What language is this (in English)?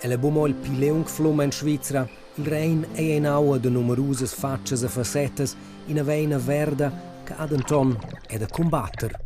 Romansh